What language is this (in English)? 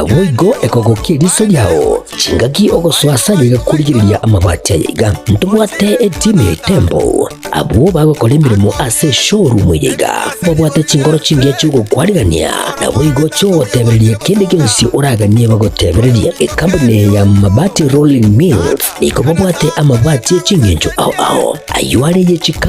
Gusii